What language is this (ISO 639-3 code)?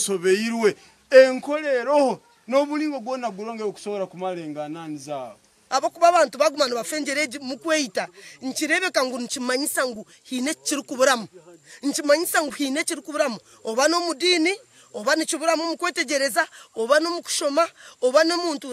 nyn